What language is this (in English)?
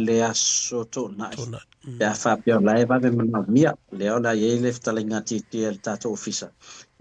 Samoan